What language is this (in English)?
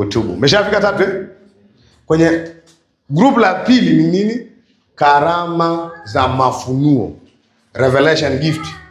Swahili